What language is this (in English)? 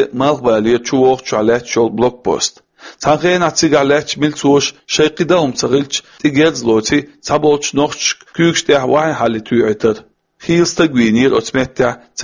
Chechen